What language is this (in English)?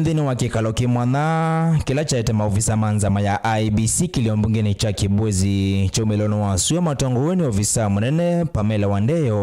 Kamba